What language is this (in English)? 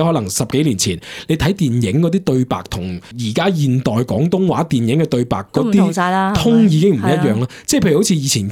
Cantonese